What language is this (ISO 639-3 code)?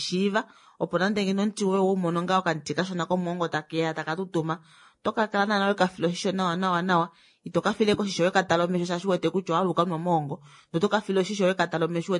kua